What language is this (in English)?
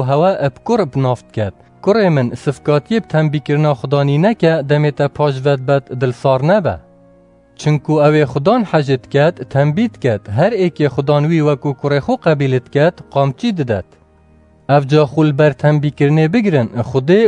Kurdish